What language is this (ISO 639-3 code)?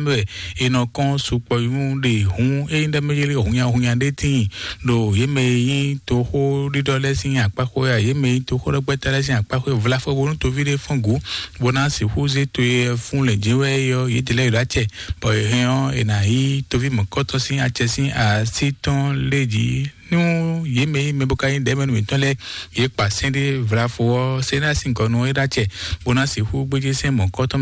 fon